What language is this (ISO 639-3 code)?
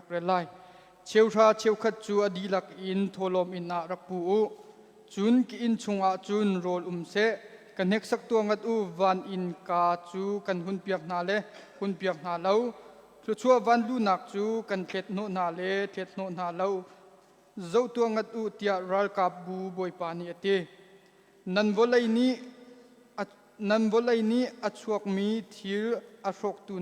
cnh